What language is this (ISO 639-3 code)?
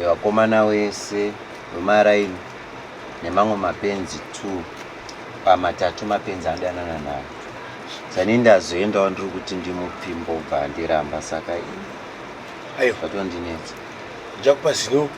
sna